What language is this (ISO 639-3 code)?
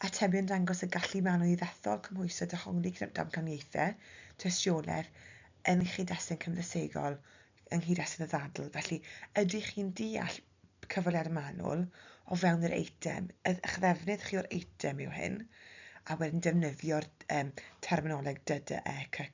cym